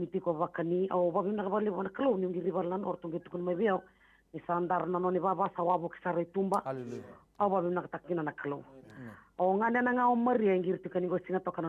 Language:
Fijian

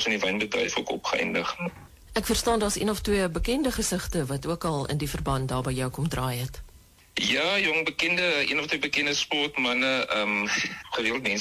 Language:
Afrikaans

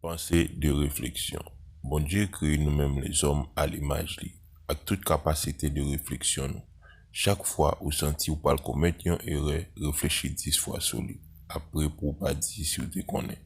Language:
Haitian Creole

